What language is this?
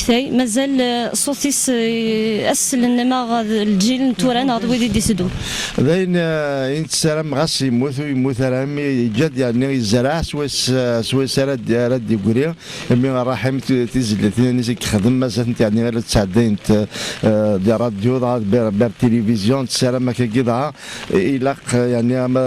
Kabyle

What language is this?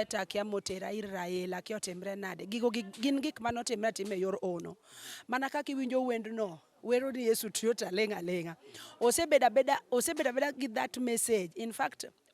Luo (Kenya and Tanzania)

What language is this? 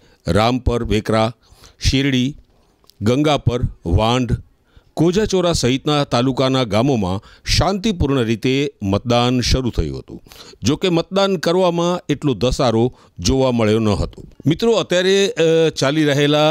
Gujarati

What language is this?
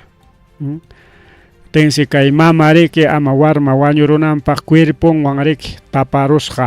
Ayacucho Quechua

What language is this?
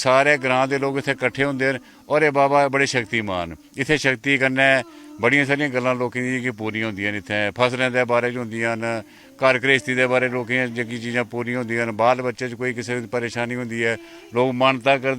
Dogri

